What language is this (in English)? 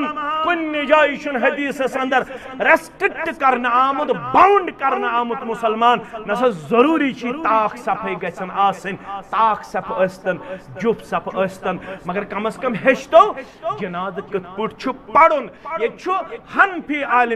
Kashmiri